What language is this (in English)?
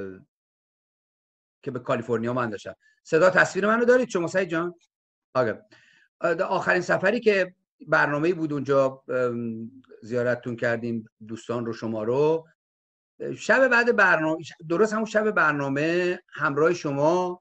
Persian